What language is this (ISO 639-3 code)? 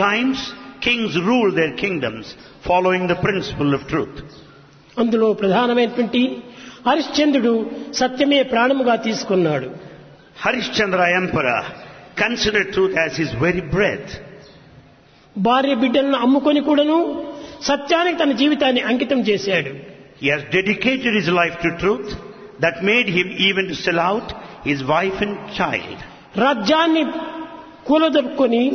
tel